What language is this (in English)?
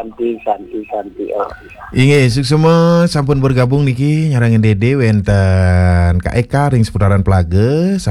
Balinese